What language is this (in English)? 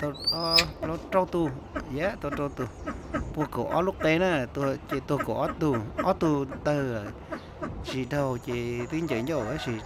Hmong